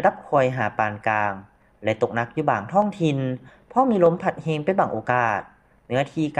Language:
Lao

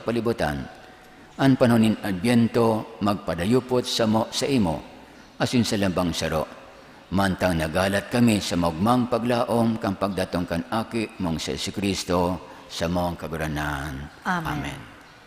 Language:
Bikol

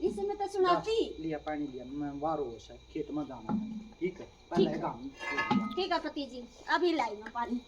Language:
Haryanvi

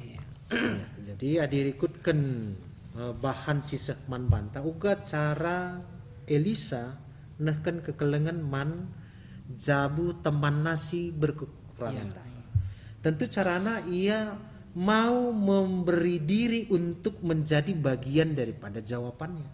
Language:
Batak Karo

